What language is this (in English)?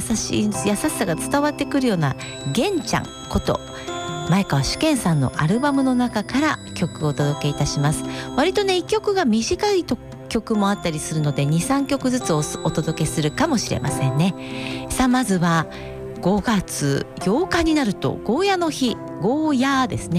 Japanese